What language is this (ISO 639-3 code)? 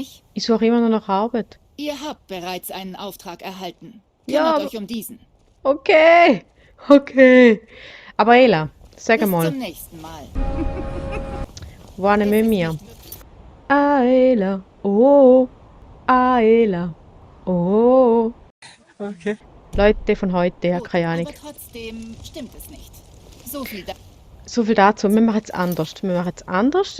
gsw